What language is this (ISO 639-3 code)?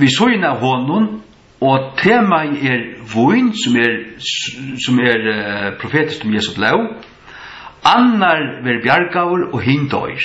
fao